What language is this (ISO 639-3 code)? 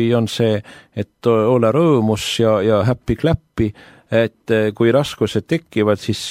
est